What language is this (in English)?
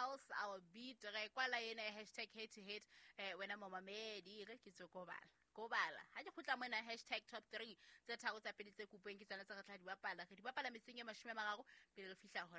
Southern Sotho